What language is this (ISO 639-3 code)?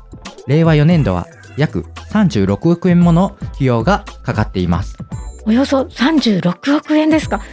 jpn